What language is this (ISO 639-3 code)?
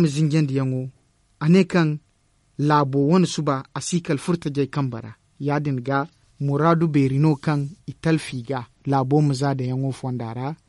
dje